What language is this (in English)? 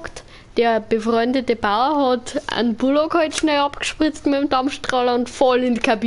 Bavarian